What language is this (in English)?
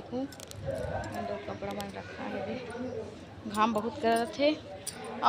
Chhattisgarhi